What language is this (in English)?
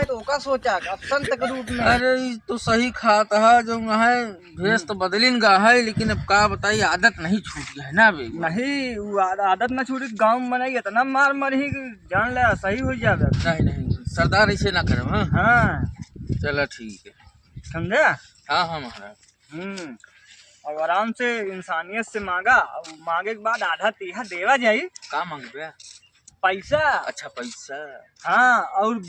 Awadhi